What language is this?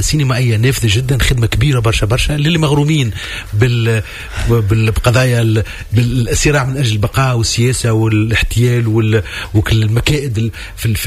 Tunisian Arabic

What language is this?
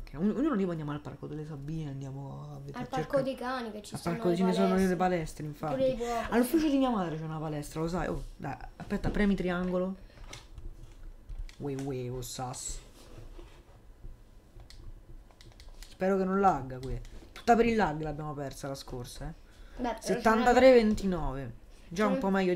Italian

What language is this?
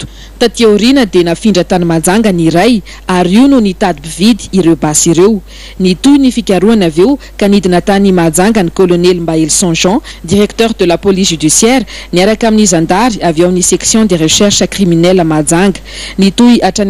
Malagasy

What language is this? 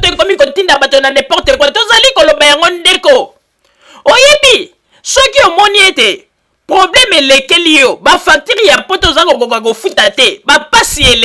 Lingala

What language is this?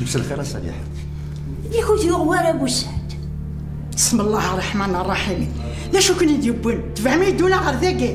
Kabyle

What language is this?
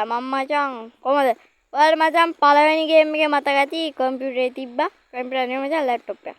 Sinhala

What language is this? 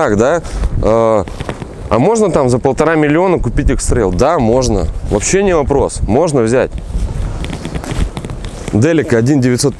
Russian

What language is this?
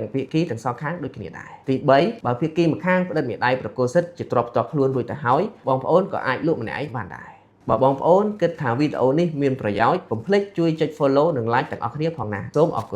Khmer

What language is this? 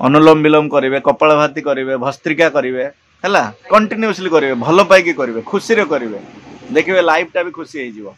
Odia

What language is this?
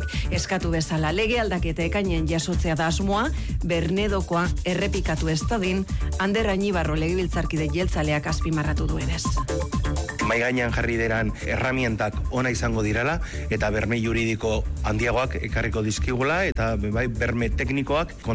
Basque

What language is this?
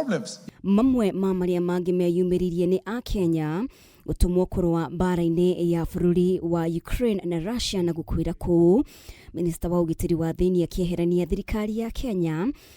Kikuyu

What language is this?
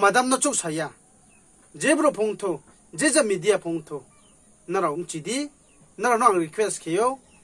Riang (India)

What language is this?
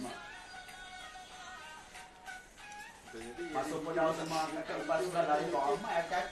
Malay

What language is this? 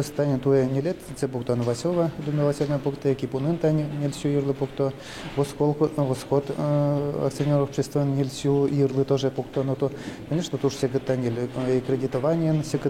Udmurt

